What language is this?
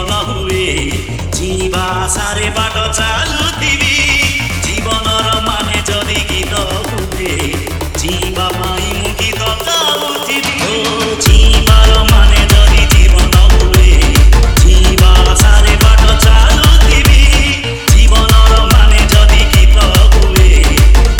Odia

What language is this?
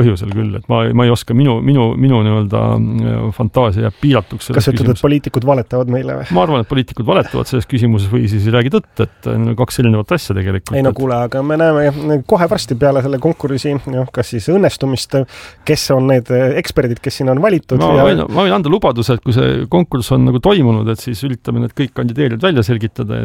Estonian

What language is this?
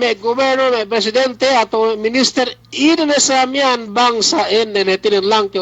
Yakan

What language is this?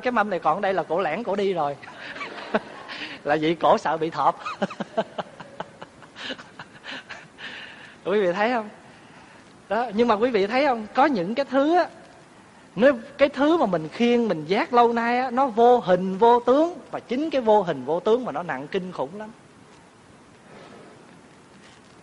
Vietnamese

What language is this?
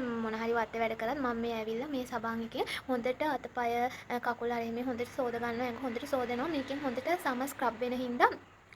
Sinhala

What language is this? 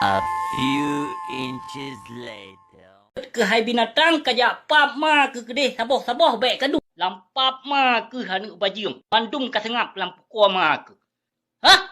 Achinese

